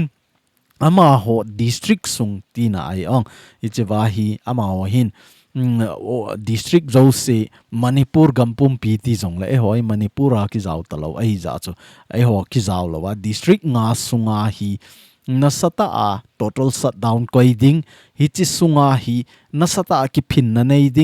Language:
Thado Chin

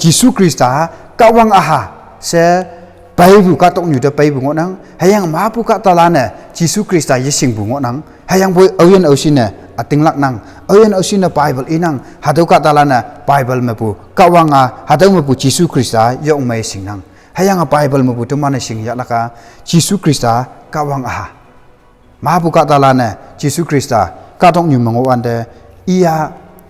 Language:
Konyak Naga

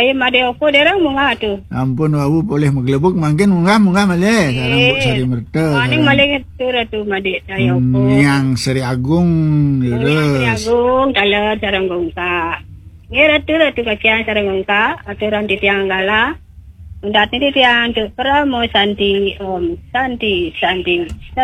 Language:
Balinese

